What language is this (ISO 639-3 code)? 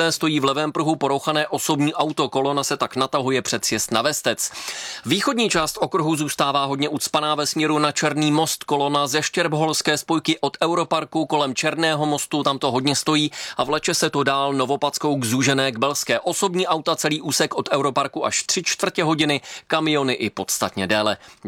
ces